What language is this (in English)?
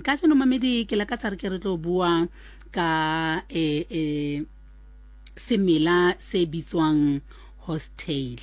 Southern Sotho